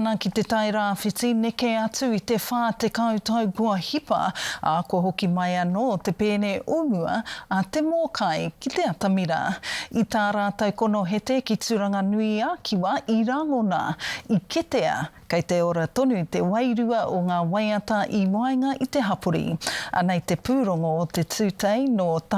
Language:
Māori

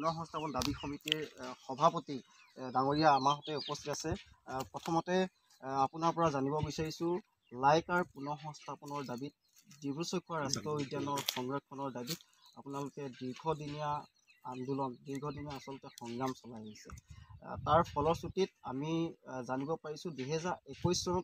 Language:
Assamese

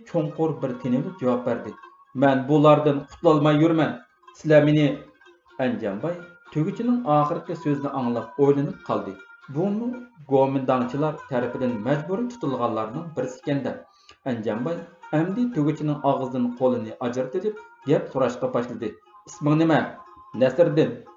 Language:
Uyghur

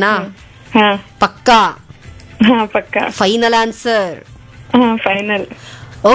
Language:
Kannada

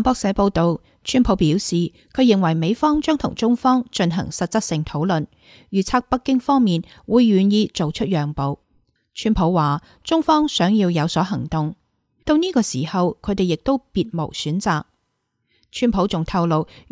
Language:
Cantonese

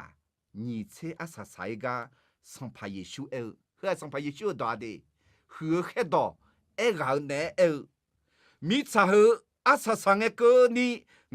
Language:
Akha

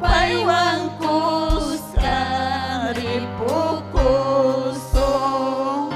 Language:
Ayacucho Quechua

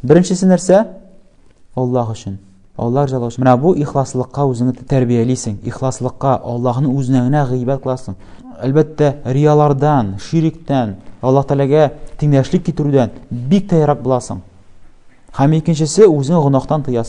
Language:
Tatar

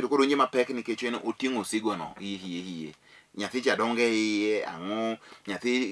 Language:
Luo (Kenya and Tanzania)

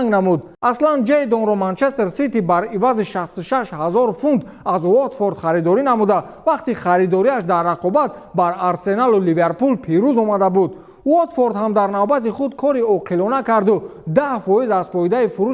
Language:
Tajik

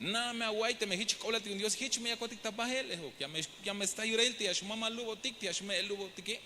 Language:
Tzeltal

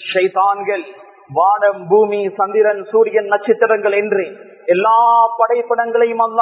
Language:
Tamil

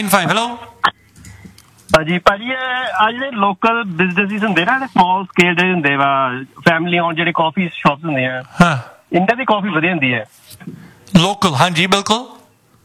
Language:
Punjabi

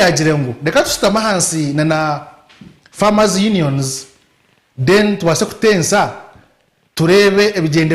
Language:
Nyankole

